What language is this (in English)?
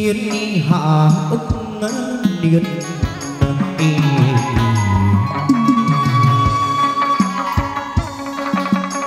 Vietnamese